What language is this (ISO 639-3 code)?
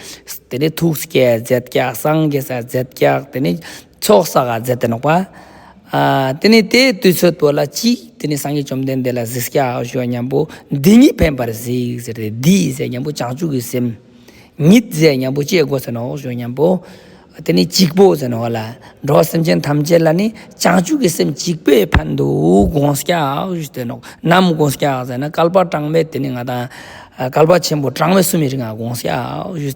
lbj